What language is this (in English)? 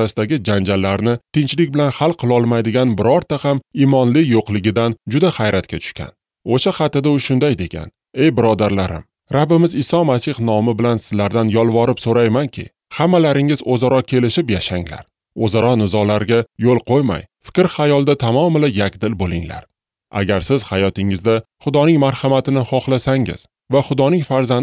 Uzbek